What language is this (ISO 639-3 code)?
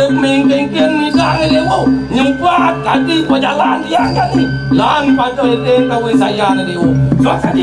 ban